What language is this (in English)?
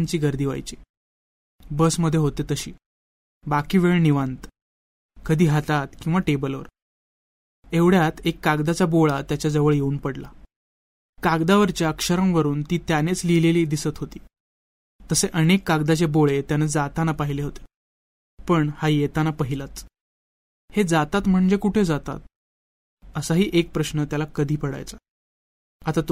Marathi